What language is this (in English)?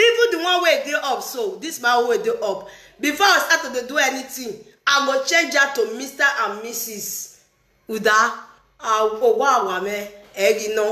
Nigerian Pidgin